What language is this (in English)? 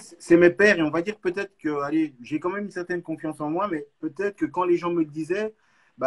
French